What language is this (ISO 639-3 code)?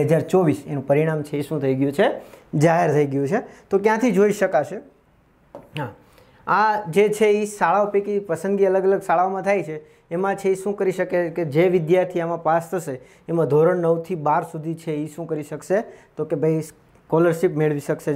guj